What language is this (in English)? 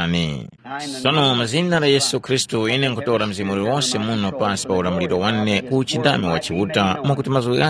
Tumbuka